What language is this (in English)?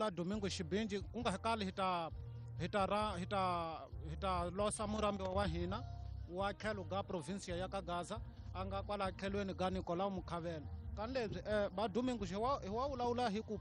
Tsonga